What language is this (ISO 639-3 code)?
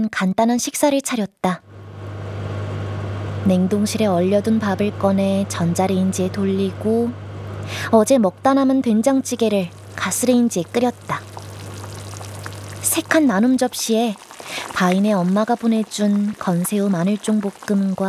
kor